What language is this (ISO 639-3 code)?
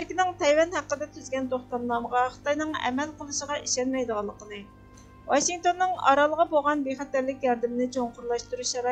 uig